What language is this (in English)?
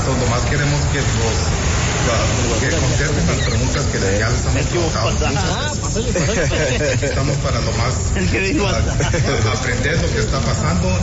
Spanish